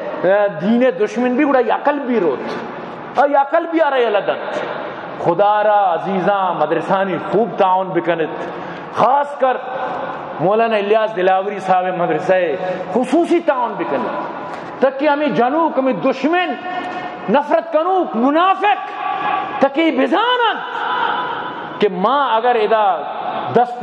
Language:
Eastern Balochi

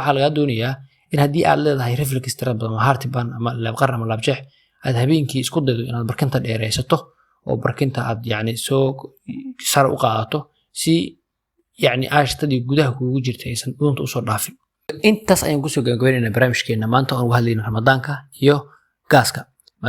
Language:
Somali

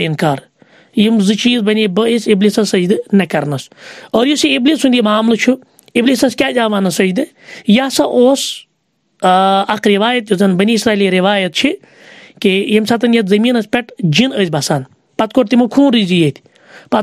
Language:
Kashmiri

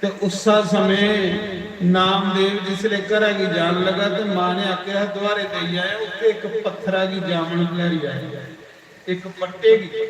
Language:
Dogri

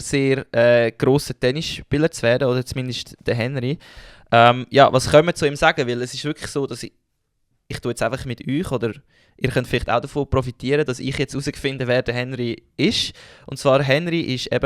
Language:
Swiss German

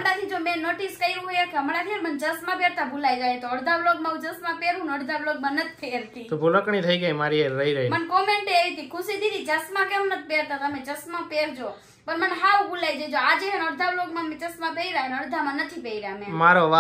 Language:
Gujarati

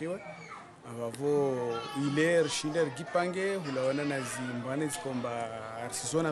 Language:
Ngazidja Comorian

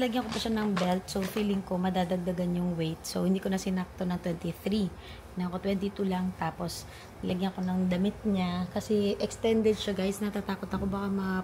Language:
Filipino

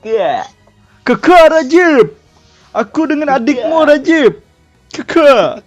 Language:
Banjar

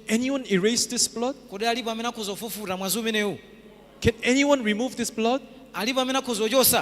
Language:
Nyanja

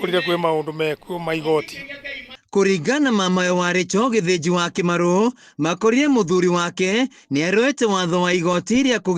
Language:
Kikuyu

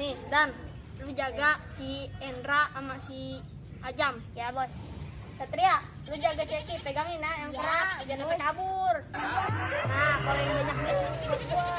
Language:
Betawi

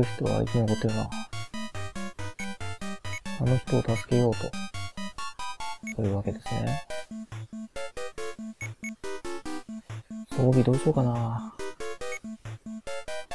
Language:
Japanese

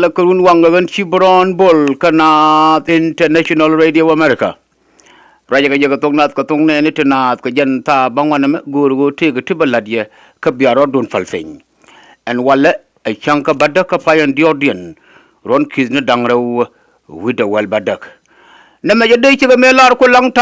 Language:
Nuer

